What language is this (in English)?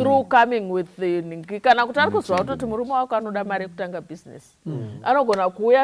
Shona